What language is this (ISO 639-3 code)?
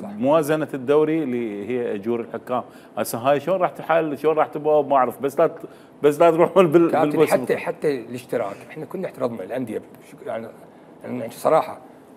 acm